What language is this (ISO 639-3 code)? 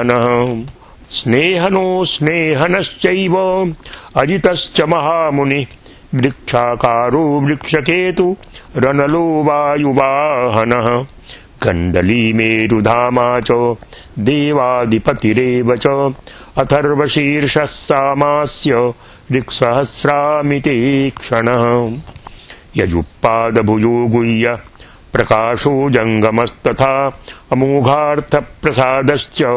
san